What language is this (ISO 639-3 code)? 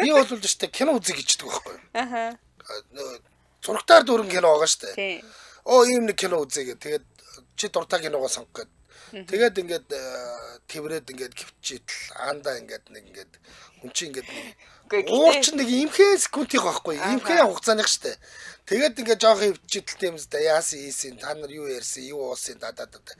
mon